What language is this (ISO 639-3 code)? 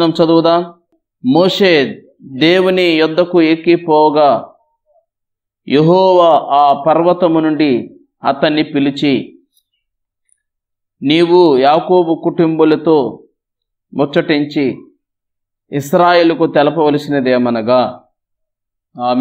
tel